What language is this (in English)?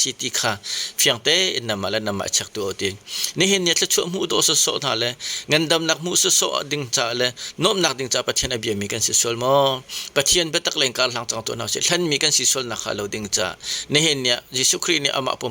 Hakha Chin